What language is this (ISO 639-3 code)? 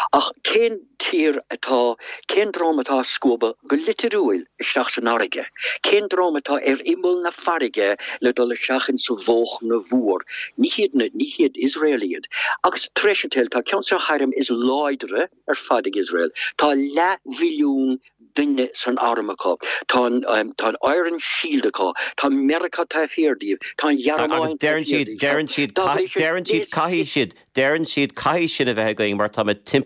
gle